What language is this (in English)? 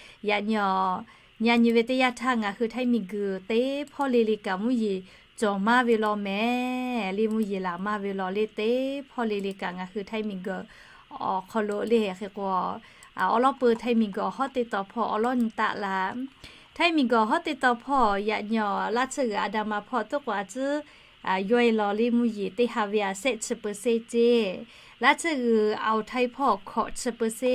Lahu